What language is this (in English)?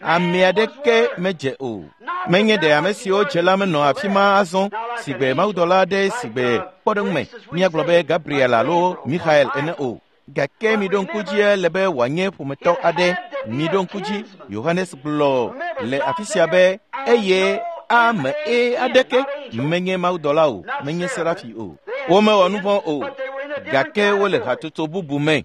Ewe